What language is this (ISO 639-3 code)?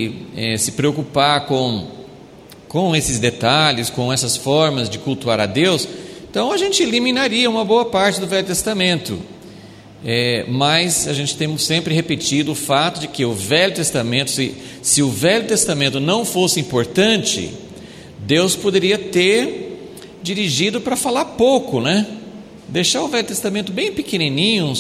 por